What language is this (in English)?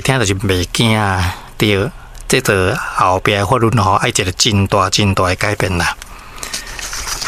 Min Nan Chinese